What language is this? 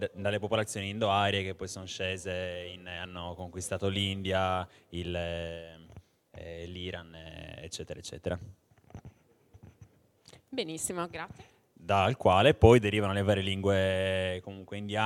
Italian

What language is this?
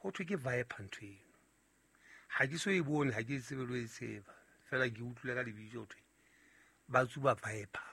Southern Sotho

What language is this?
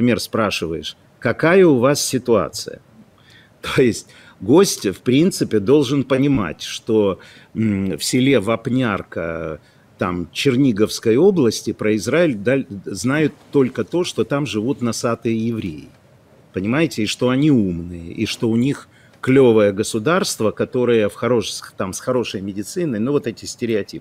Russian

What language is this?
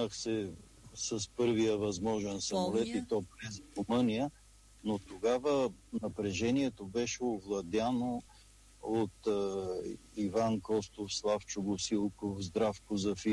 Bulgarian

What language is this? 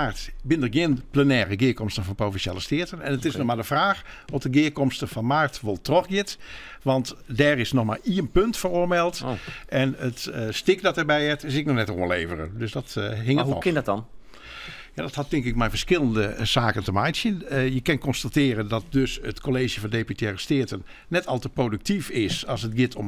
Western Frisian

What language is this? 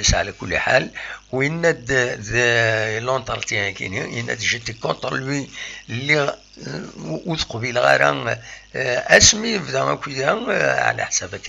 Kabyle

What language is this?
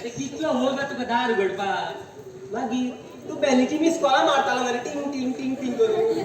Konkani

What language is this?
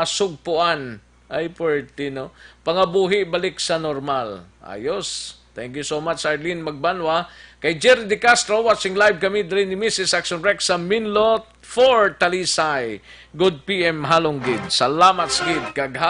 Hiligaynon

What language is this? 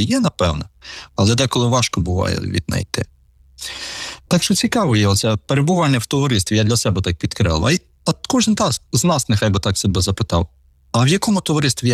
Ukrainian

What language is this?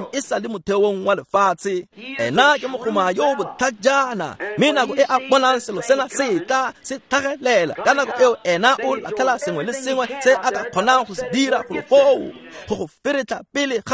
Tswana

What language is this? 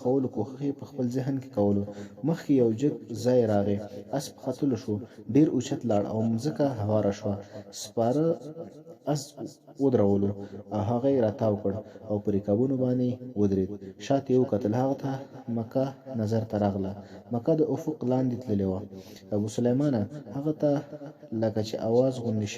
Pashto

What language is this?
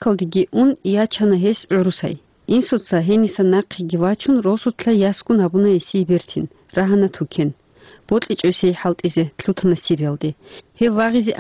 Avaric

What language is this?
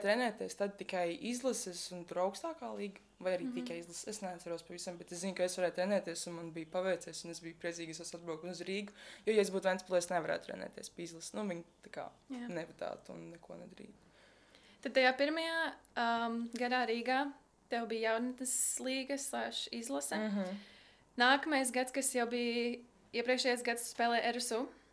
Latvian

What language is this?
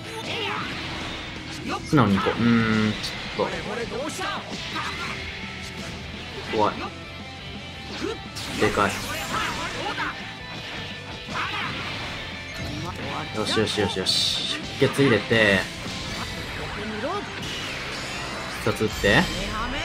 Japanese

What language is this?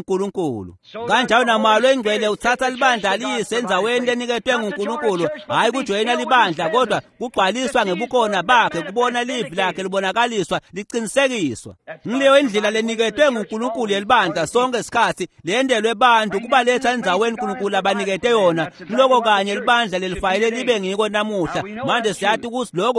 Swati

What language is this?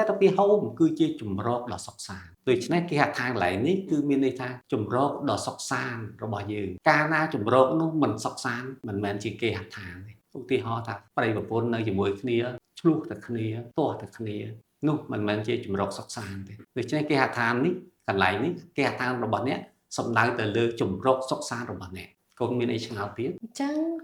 Khmer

